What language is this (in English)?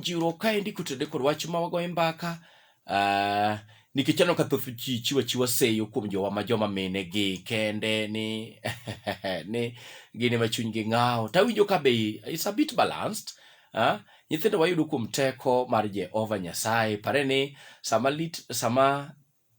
Luo (Kenya and Tanzania)